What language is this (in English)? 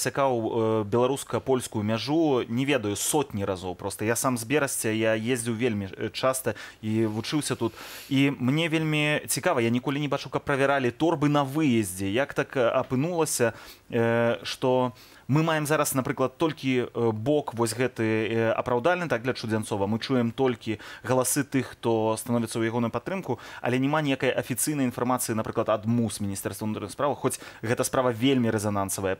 Belarusian